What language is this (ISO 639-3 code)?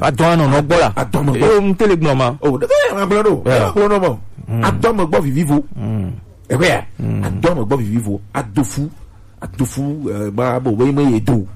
gej